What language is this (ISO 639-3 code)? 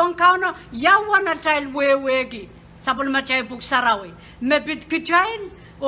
pon